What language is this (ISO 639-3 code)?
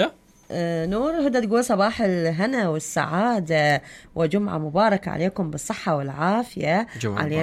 acm